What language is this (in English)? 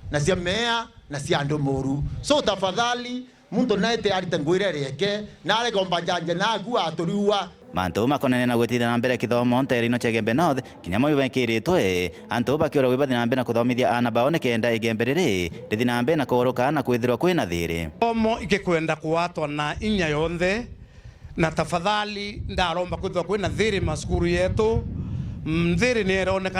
Meru